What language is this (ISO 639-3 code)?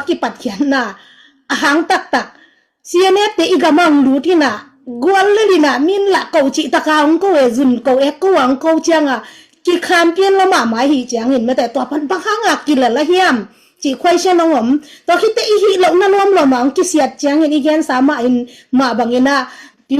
ctd